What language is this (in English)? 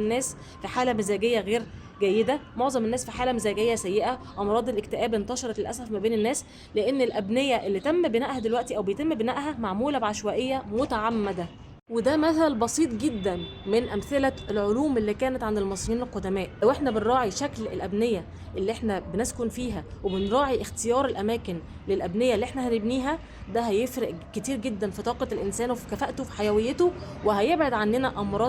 Egyptian Arabic